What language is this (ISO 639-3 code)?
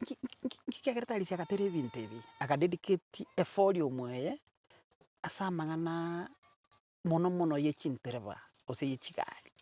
guz